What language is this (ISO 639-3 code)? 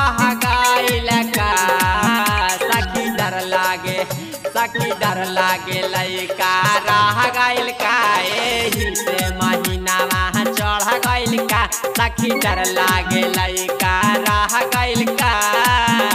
bho